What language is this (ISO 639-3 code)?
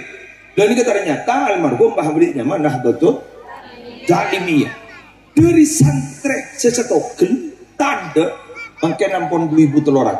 mad